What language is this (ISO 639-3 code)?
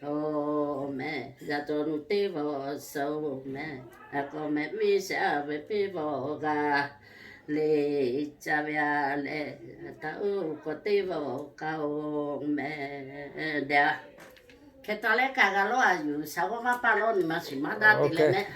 lhu